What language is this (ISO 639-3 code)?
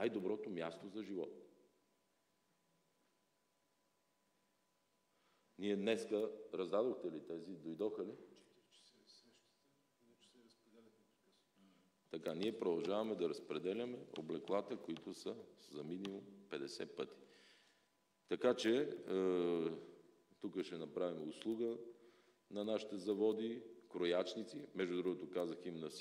bul